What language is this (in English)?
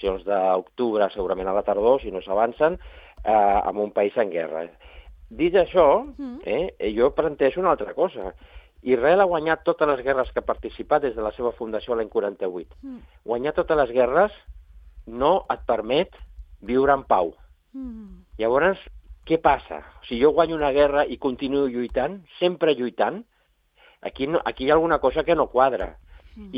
Catalan